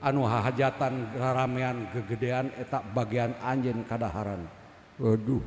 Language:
Sundanese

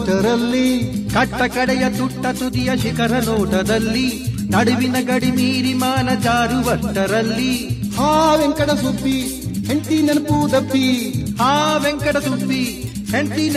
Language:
Kannada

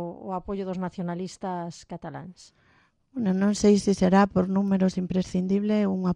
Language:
Galician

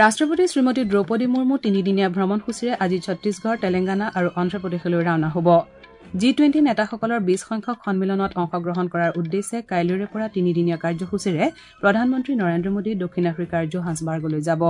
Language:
Assamese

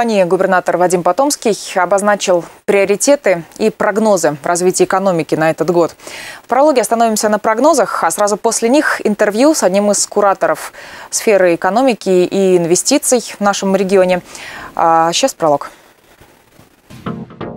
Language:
Russian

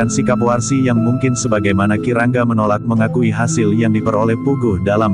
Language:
Indonesian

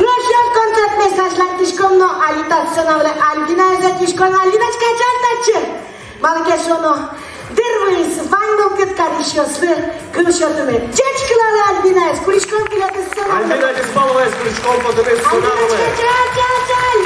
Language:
Udmurt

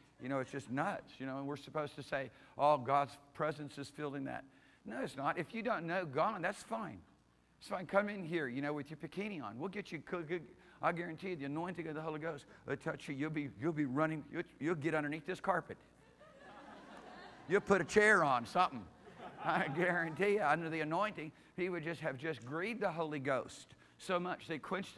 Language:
English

